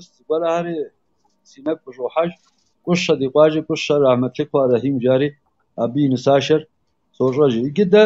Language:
Kabardian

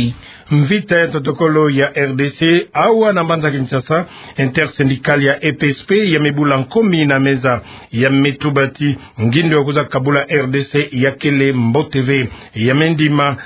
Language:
Kituba (Democratic Republic of Congo)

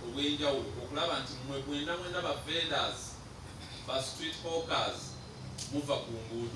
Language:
Ganda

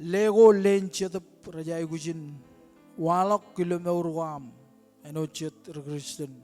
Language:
Marshallese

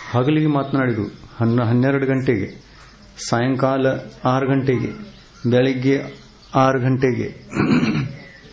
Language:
Kannada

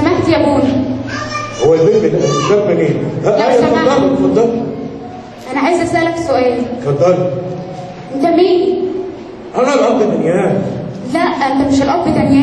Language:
Egyptian Arabic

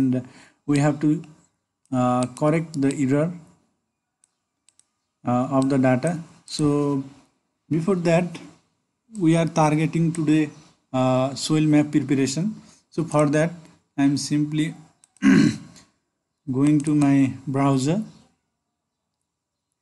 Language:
English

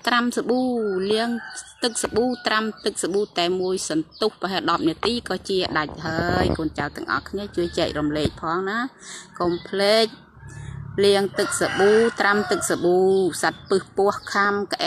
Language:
Khmer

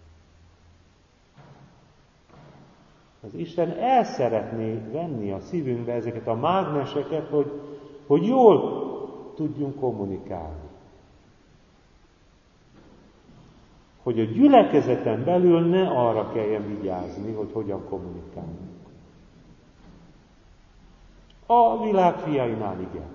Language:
Hungarian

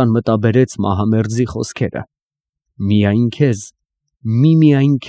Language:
Armenian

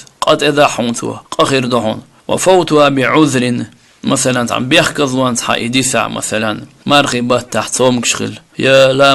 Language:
Chechen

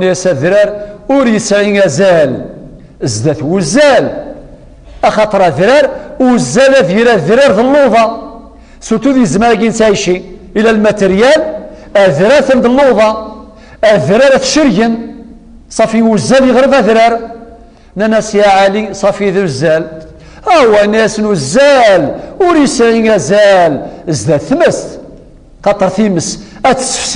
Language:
Kabyle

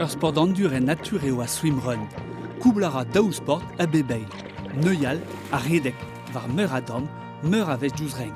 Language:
Breton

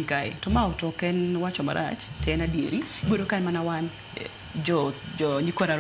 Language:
Luo (Kenya and Tanzania)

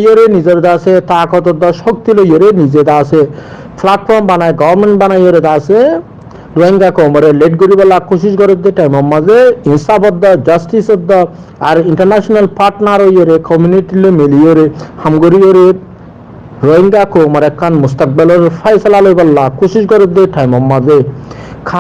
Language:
Rohingya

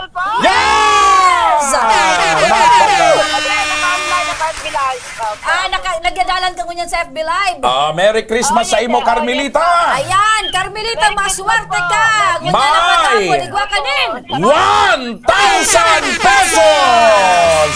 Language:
Bikol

